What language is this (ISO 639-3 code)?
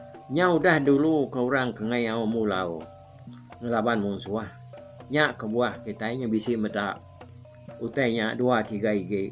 iba